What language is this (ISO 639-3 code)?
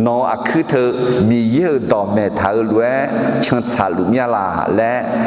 ahk